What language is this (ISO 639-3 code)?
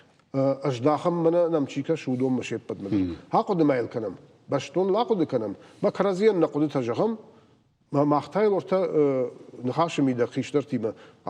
oss